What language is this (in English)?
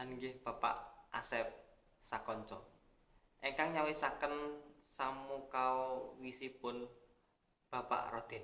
Javanese